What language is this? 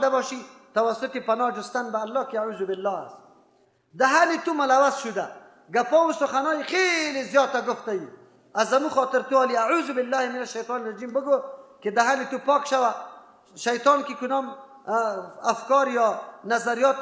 Persian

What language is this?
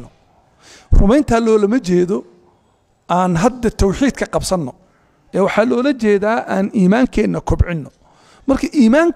Somali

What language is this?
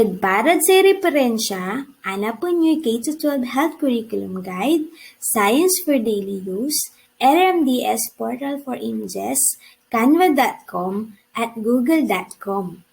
Pangasinan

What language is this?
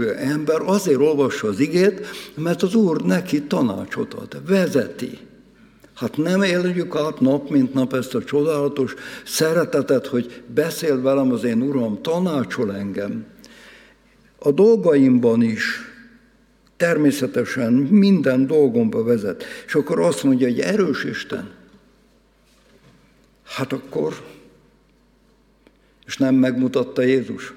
Hungarian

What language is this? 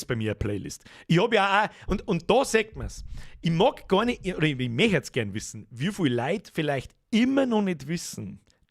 Bavarian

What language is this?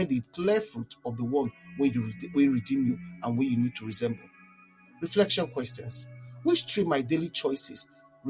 Nigerian Pidgin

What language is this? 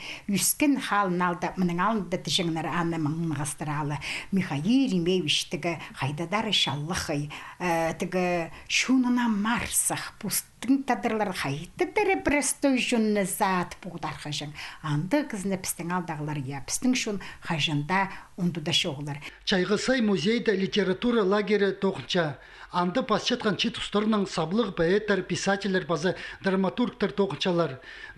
Khakas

